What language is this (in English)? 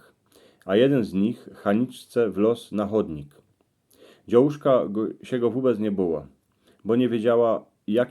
Silesian